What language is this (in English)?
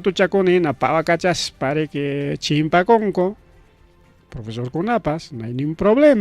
Ayacucho Quechua